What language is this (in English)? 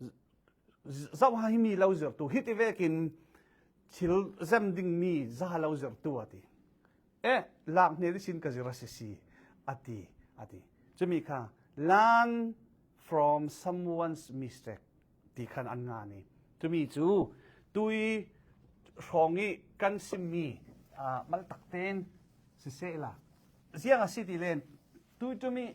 Falam Chin